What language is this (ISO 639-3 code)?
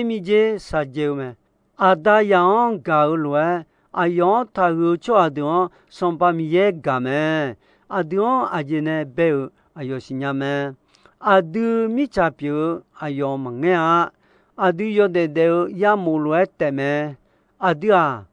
ahk